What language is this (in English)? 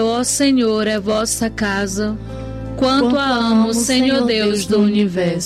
Portuguese